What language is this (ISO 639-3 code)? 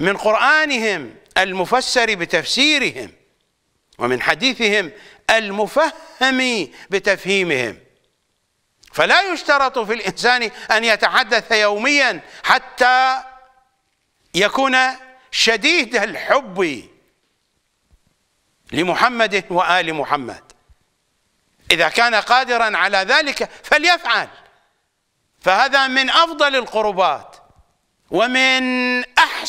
ara